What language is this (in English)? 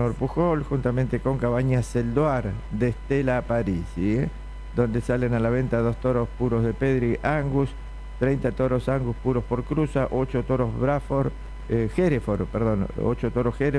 Spanish